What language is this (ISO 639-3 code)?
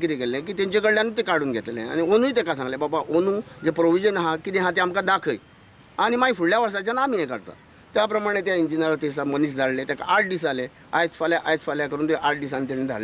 kok